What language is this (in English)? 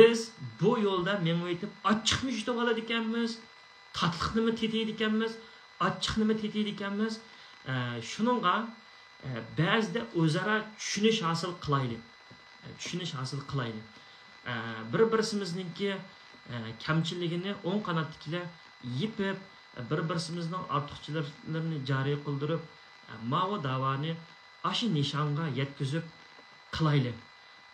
Uyghur